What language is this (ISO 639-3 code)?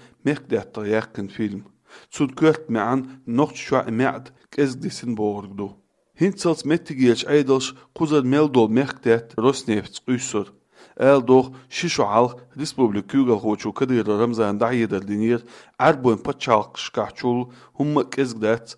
che